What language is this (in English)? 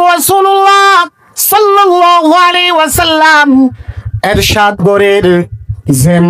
Rohingya